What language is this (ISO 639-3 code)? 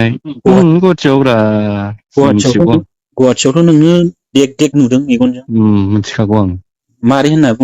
brx